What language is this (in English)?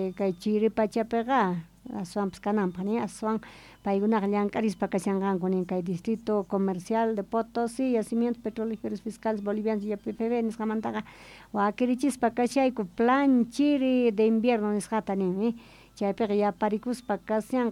South Bolivian Quechua